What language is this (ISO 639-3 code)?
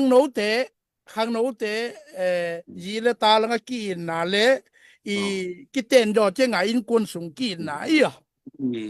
ctd